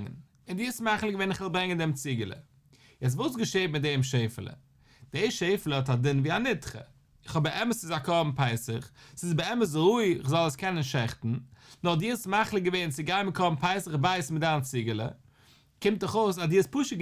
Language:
Yiddish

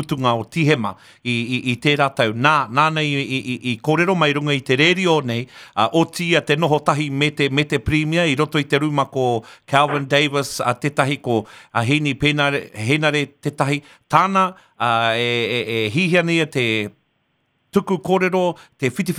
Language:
Māori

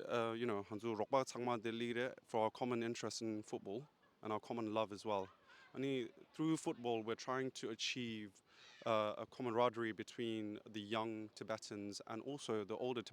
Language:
Tibetan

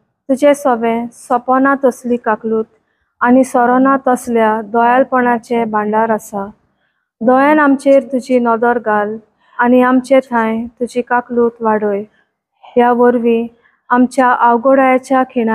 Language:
Konkani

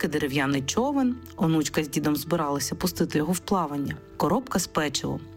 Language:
Ukrainian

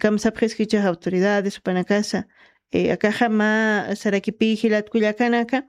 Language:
Aymara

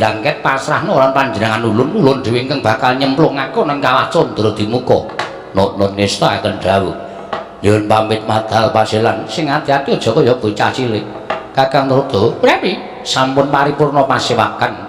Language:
Javanese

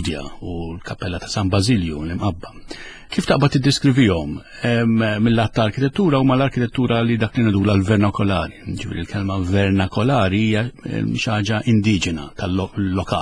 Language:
Maltese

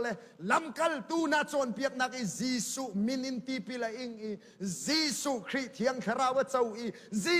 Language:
Hakha Chin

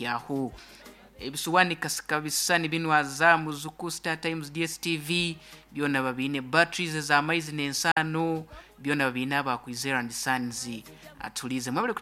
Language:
Nyoro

